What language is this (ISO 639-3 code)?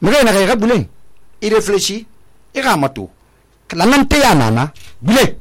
sus